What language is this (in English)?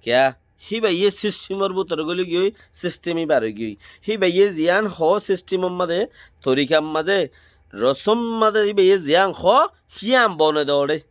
Rohingya